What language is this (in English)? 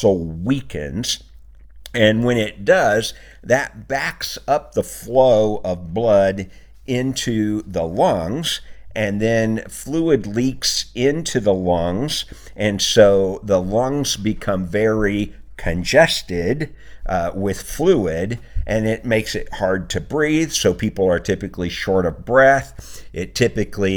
English